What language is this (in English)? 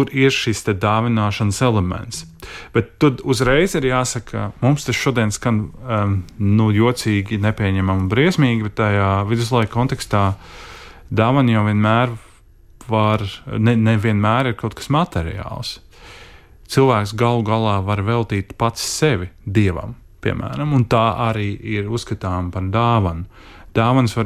Latvian